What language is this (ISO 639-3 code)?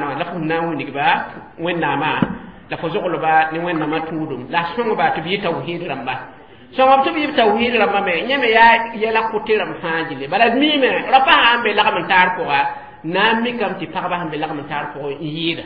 mos